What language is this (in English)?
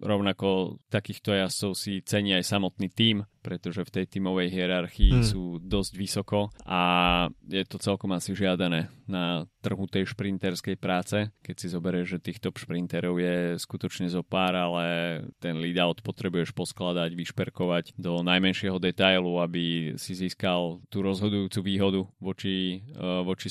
Slovak